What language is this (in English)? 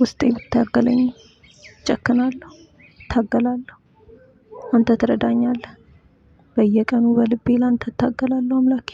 Amharic